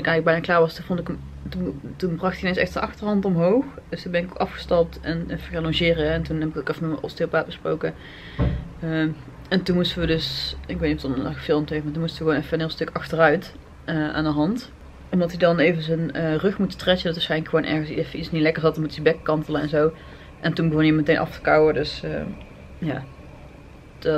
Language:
Dutch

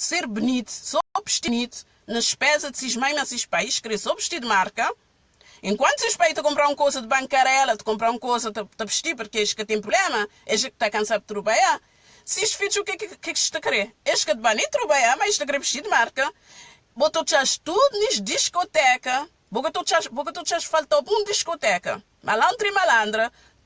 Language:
Kabuverdianu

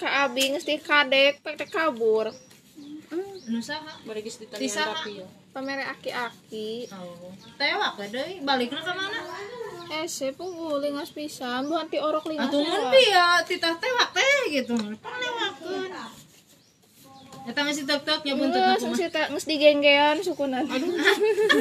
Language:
Sundanese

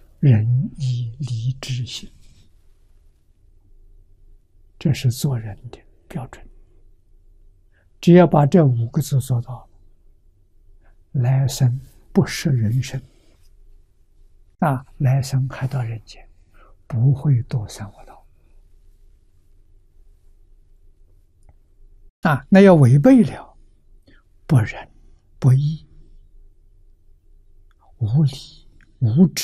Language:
Chinese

